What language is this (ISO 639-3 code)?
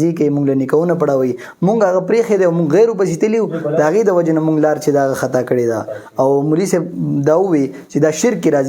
pus